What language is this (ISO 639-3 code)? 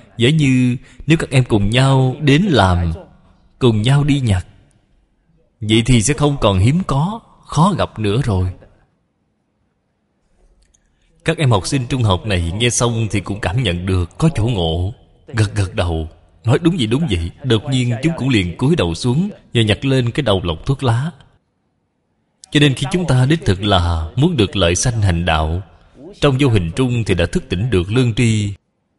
vie